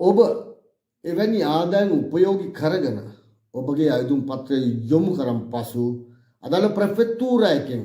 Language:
Sinhala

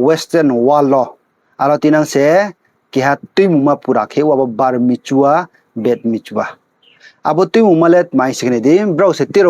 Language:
Riang (India)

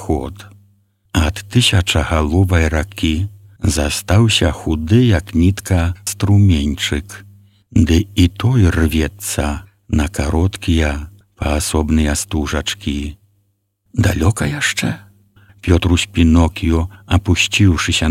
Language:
Belarusian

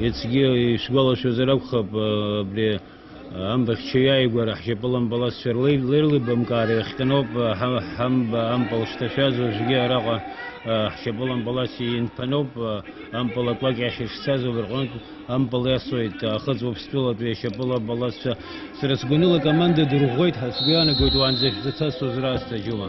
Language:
Abkhazian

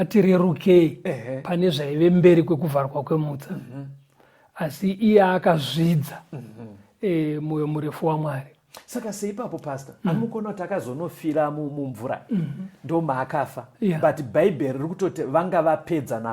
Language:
Shona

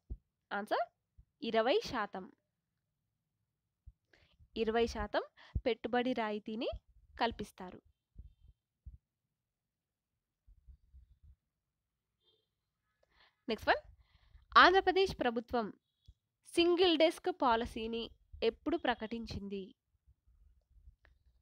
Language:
Telugu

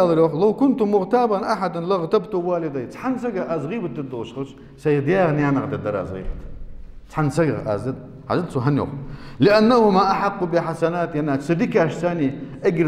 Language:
Ingush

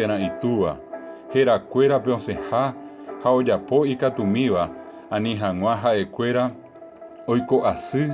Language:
Guarani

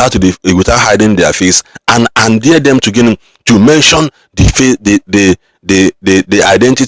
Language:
Igbo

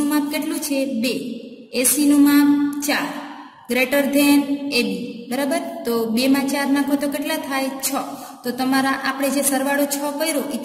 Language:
Gujarati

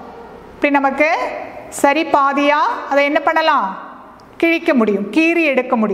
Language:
Tamil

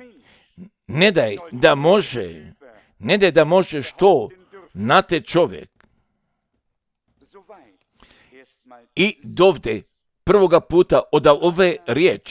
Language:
Croatian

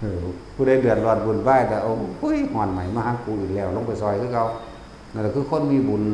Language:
Northeastern Thai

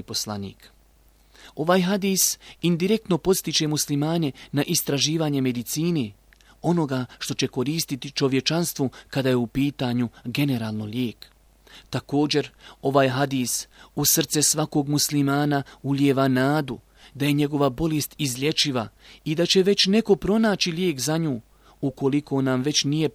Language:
Bosnian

